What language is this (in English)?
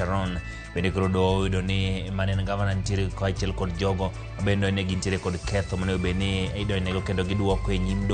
Luo (Kenya and Tanzania)